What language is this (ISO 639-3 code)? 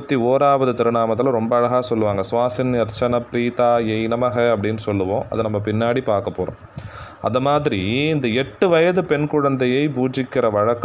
tam